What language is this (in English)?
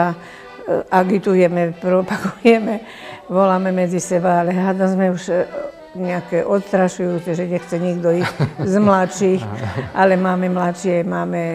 Slovak